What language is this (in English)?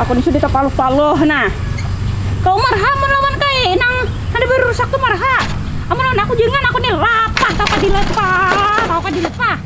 Banjar